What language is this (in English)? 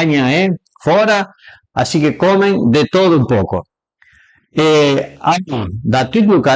Piedmontese